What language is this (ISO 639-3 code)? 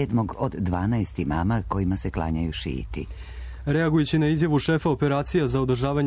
srp